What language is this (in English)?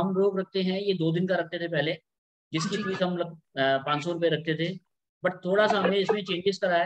Hindi